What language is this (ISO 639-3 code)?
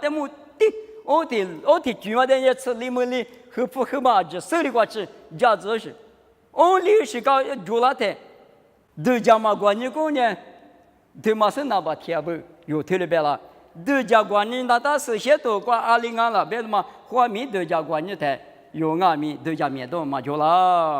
lis